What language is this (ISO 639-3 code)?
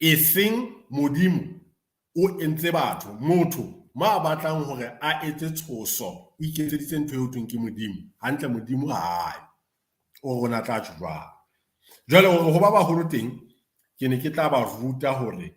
sot